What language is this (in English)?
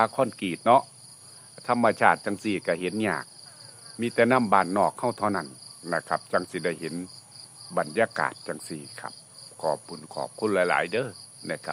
Lao